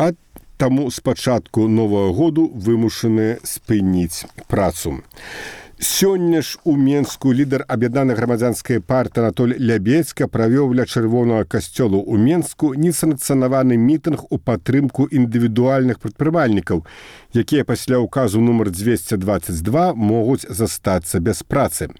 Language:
Belarusian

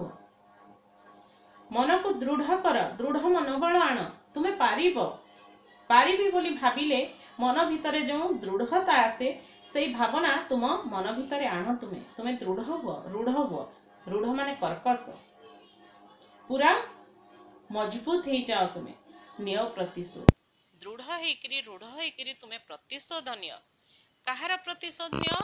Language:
Odia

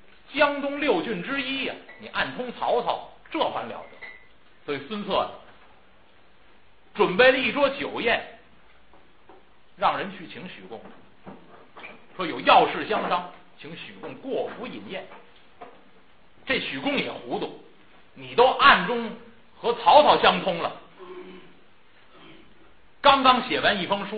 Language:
Chinese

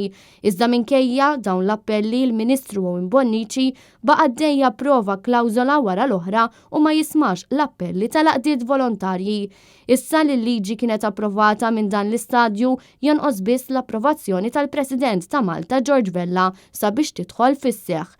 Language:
Maltese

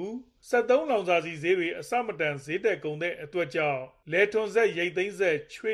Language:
Burmese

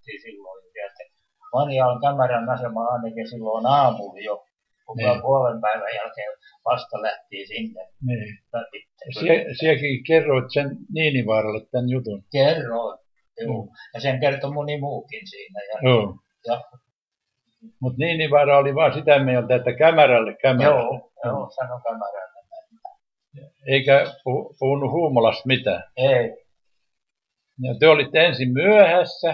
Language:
Finnish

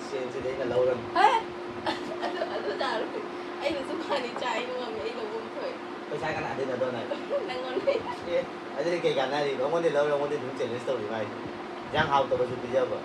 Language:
Manipuri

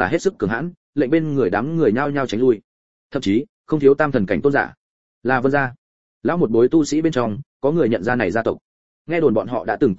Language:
Vietnamese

